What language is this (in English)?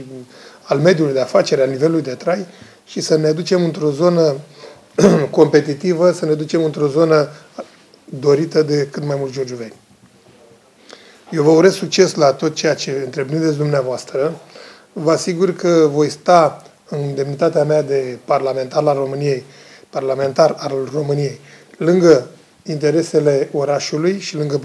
Romanian